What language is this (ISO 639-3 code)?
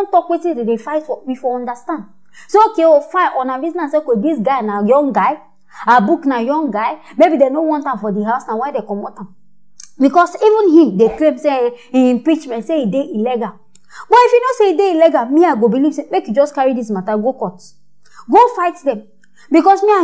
pcm